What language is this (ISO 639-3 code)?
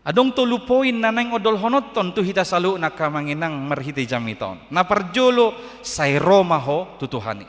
bbc